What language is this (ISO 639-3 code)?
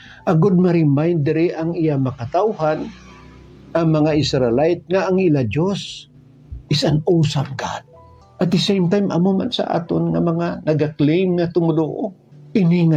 hil